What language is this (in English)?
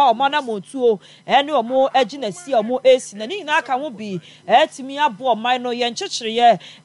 Akan